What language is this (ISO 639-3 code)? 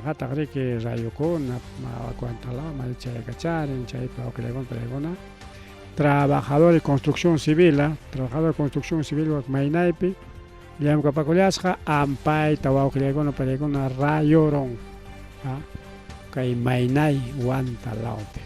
quy